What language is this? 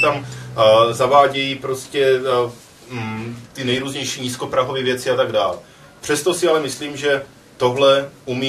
Czech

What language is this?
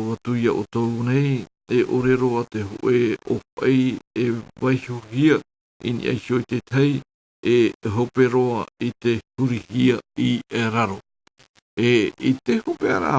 Tahitian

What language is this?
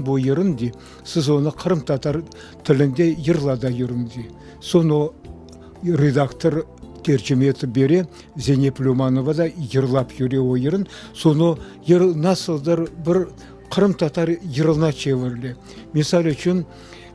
Crimean Tatar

